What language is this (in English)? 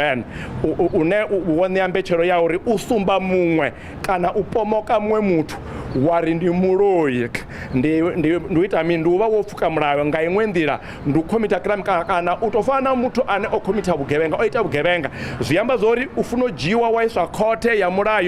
Venda